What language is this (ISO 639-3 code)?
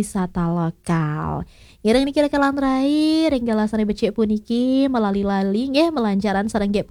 ban